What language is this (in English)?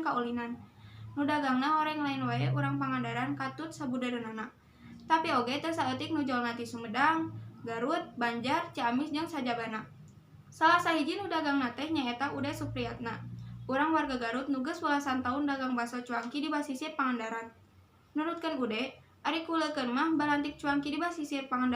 Sundanese